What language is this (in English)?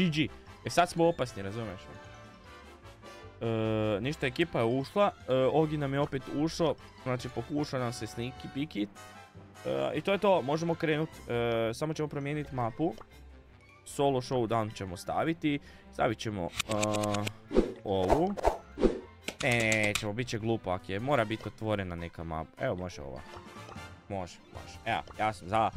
Croatian